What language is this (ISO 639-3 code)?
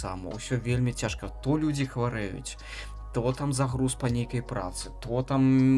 bel